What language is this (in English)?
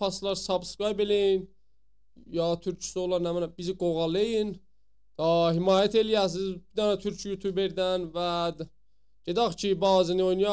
South Azerbaijani